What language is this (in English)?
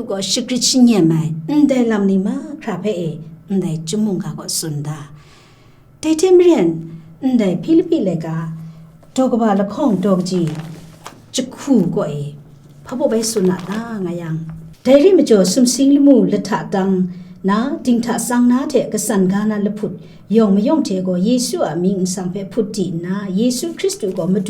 Kachin